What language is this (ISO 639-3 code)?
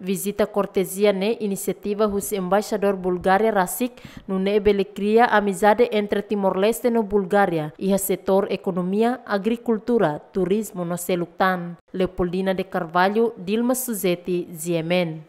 tet